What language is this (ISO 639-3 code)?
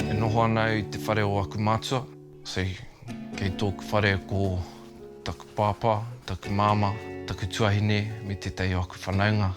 mri